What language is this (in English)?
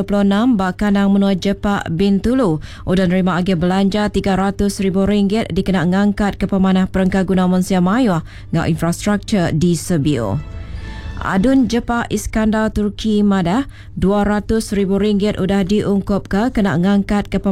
Iban